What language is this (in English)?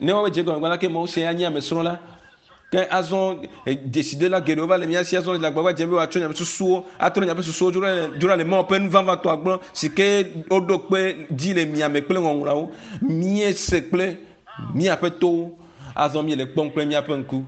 Ewe